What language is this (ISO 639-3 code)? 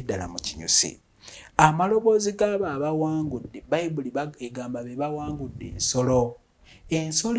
lug